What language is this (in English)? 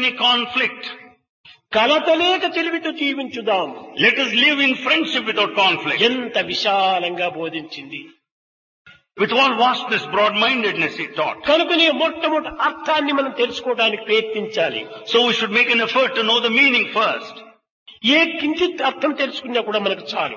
Telugu